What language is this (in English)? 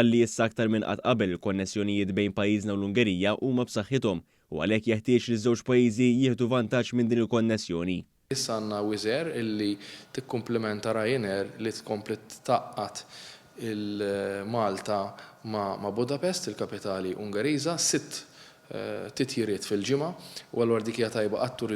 Maltese